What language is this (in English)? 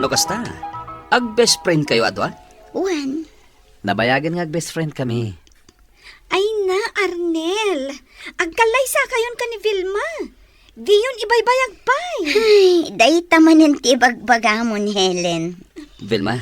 Iloko